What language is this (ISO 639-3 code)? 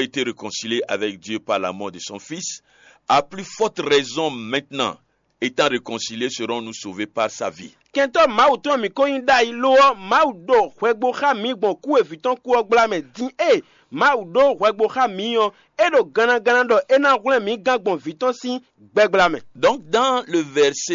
fon